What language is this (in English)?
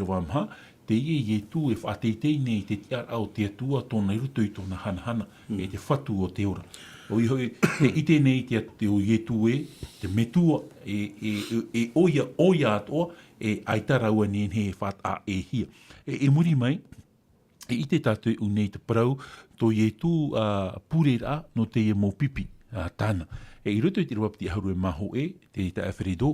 Tahitian